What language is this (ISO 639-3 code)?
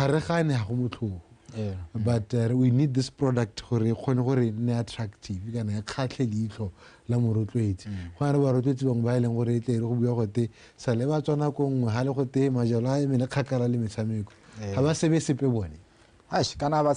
tsn